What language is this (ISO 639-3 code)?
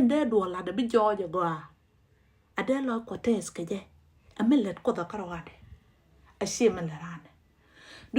nus